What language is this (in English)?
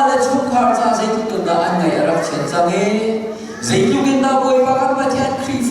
Falam Chin